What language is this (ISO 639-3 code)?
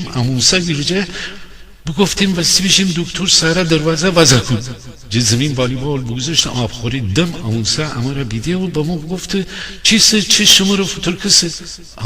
glk